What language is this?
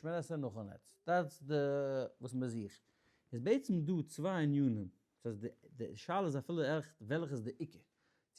Yiddish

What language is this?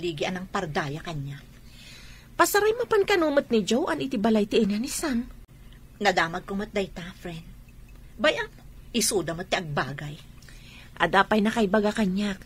Iloko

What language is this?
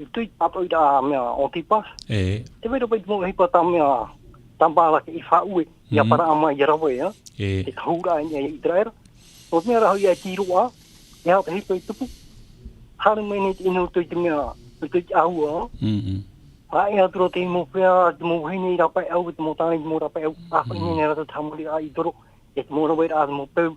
Tahitian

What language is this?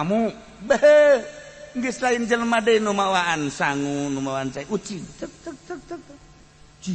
Sundanese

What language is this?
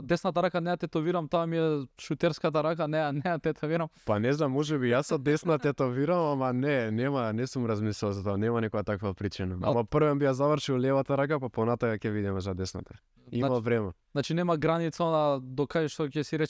Macedonian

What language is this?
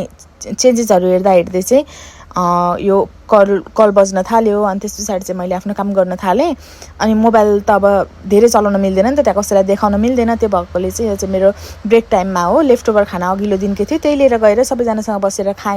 Nepali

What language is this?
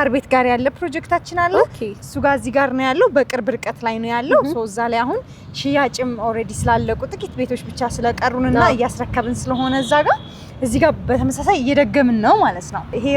Amharic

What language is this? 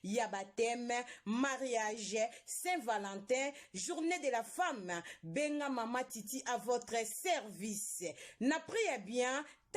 Lingala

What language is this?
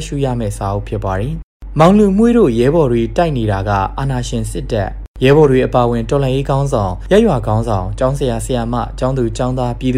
Burmese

